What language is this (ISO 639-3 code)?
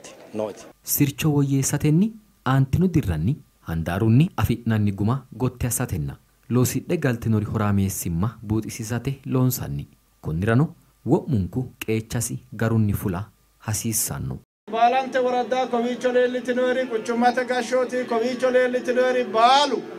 sid